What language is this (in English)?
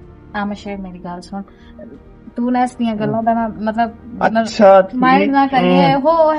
Western Panjabi